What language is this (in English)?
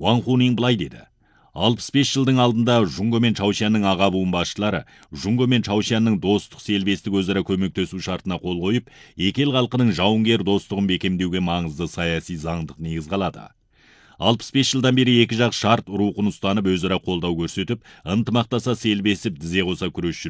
Kazakh